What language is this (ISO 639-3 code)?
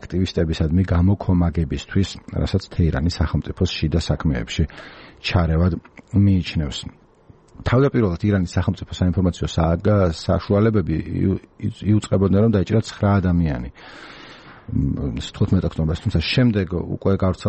kat